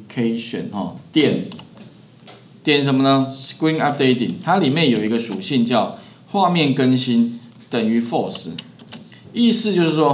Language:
Chinese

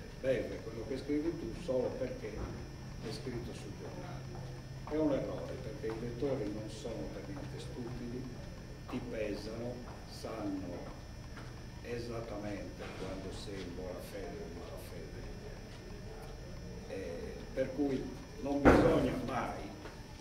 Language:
Italian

